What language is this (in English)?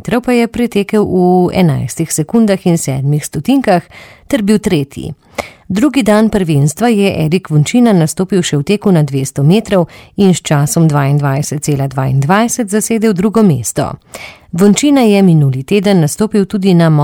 Slovenian